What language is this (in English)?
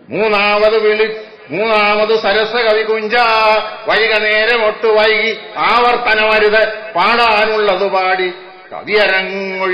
Malayalam